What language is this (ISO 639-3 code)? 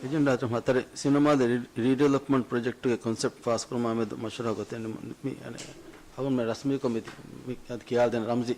div